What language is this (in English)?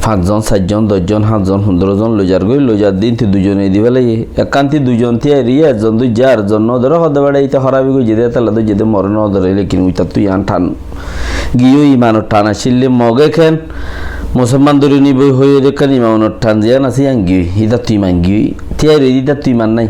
Rohingya